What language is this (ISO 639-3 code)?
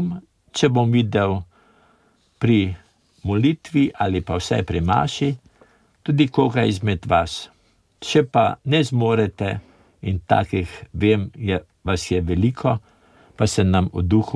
slv